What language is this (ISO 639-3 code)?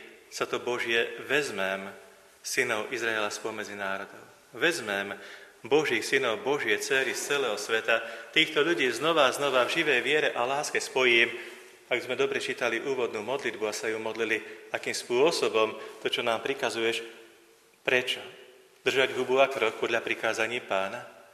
slk